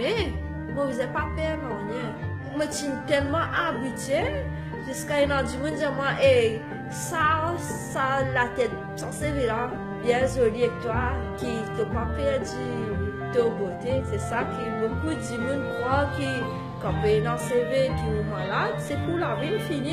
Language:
Morisyen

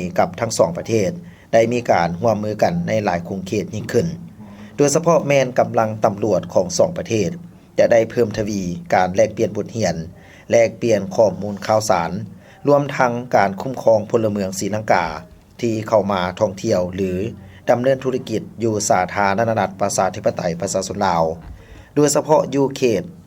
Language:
Lao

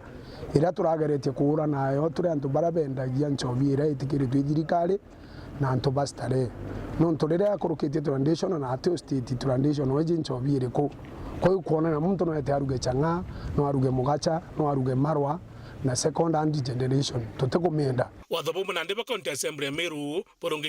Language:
Meru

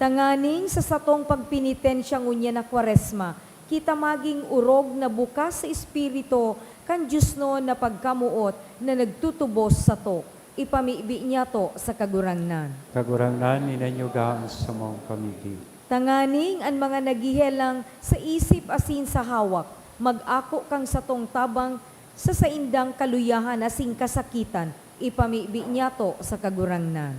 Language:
Bikol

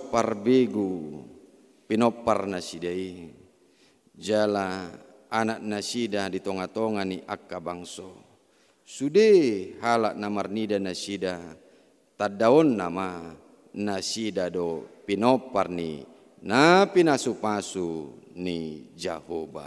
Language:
Batak Toba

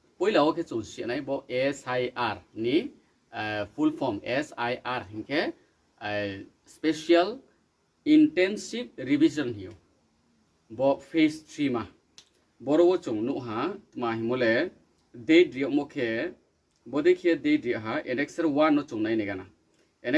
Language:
Riang (India)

